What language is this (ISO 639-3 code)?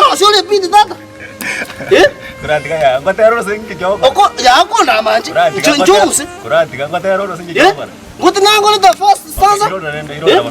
guz